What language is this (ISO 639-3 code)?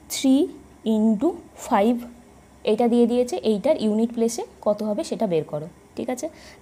ben